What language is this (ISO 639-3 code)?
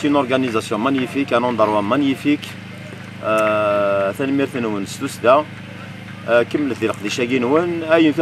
kab